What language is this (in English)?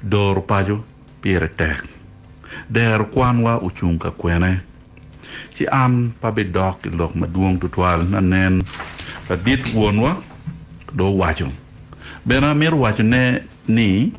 Acoli